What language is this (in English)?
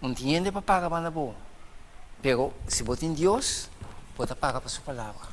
Papiamento